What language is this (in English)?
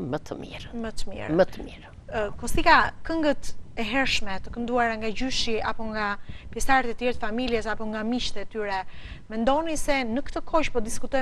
Albanian